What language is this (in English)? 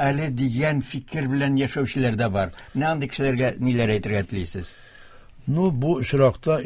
Tatar